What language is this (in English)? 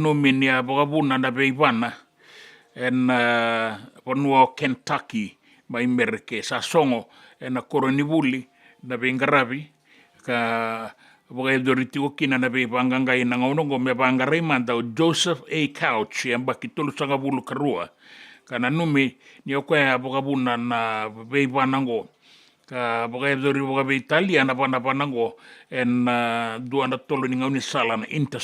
Fijian